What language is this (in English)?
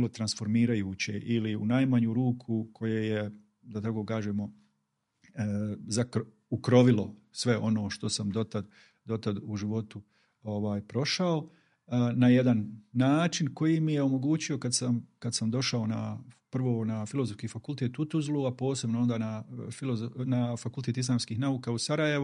Bosnian